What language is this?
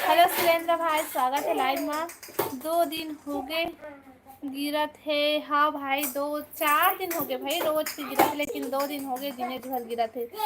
Chhattisgarhi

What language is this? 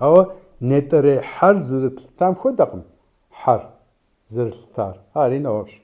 Kabardian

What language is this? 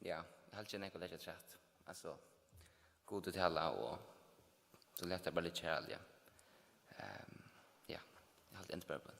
Faroese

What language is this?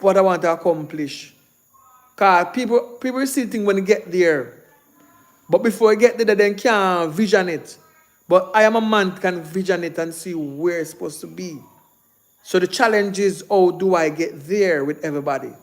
Jamaican Creole English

